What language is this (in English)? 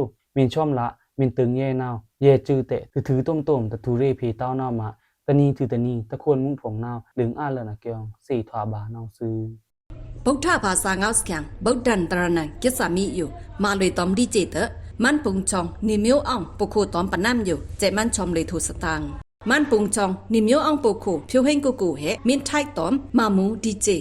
Pa'o Karen